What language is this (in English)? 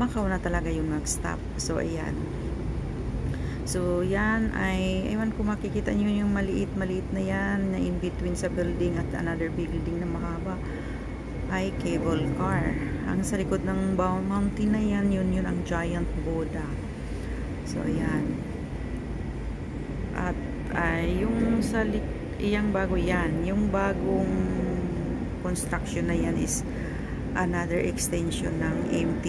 Filipino